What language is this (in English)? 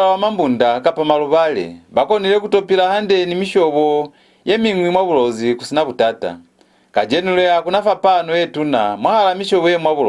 Lozi